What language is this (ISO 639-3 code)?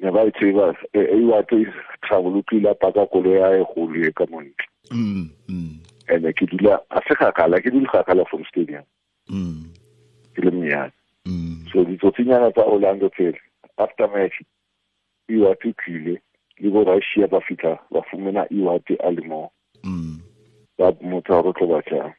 tsn